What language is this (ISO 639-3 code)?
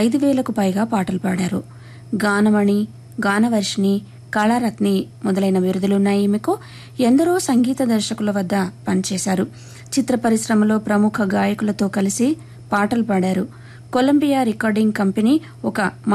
tel